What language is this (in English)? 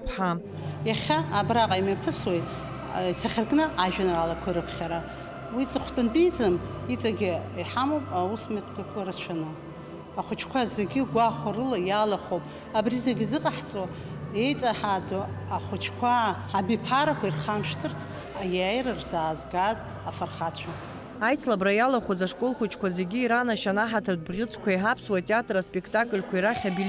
Abkhazian